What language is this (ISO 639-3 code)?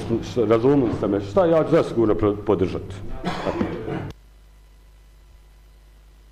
bos